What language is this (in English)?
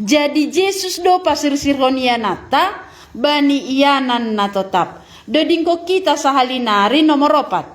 Batak Simalungun